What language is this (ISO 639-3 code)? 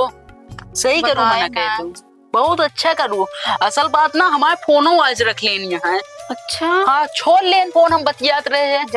awa